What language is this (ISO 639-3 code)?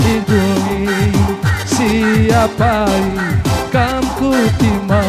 btx